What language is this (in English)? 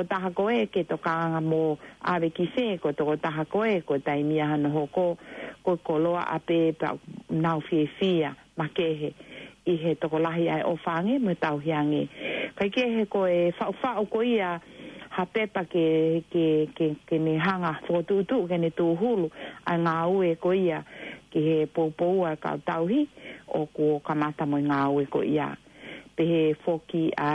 Tongan